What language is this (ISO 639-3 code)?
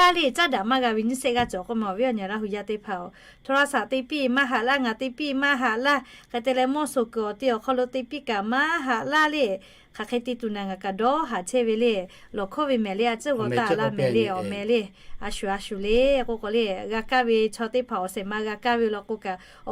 lhu